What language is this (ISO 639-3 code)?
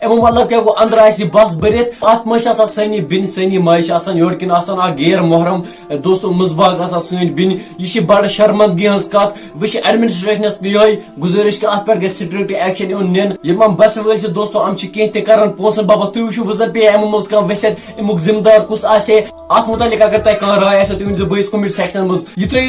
kas